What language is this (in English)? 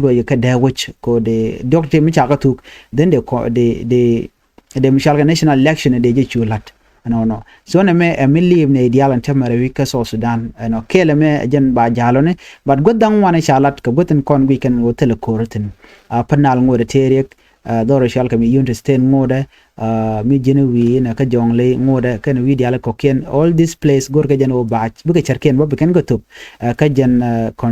Nuer